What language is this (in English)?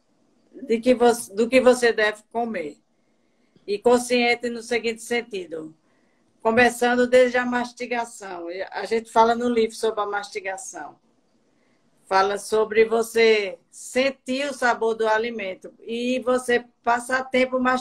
Portuguese